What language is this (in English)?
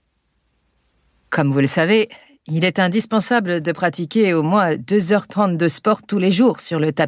French